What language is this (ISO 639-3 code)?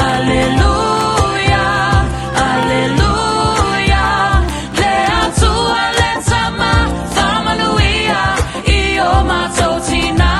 smo